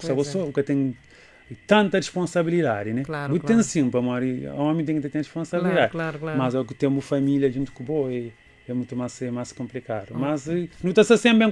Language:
Kabuverdianu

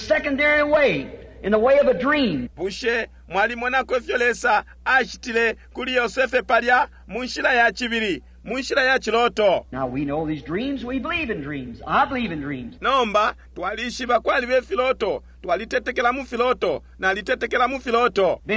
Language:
Bemba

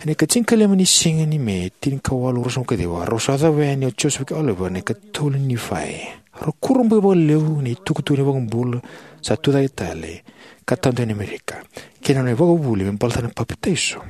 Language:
Fijian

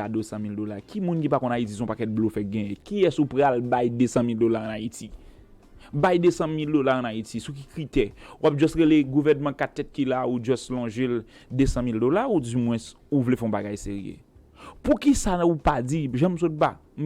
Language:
Haitian Creole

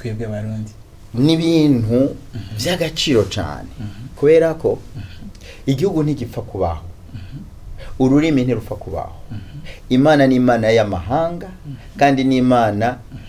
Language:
Rundi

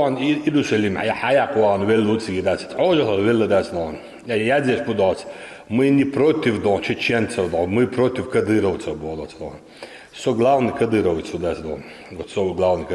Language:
Chechen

